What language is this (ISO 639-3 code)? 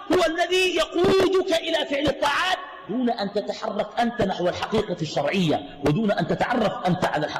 ara